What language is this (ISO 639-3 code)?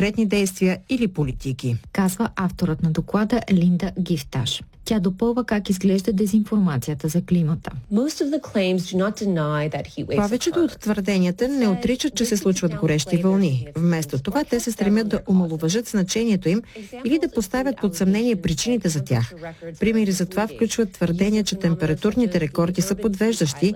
bul